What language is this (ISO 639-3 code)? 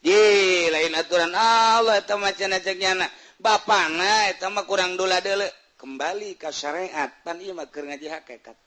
sun